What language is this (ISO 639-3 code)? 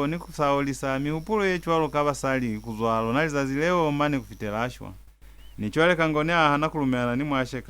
loz